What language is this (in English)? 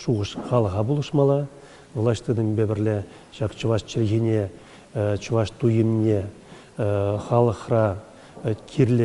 Chuvash